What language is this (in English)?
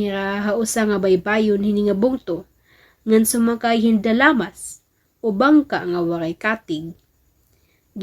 Waray